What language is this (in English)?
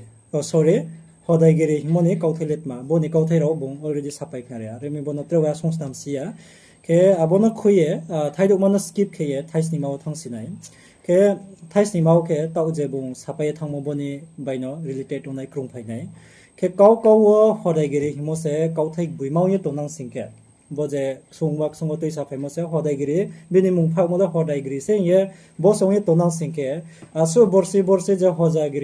Riang (India)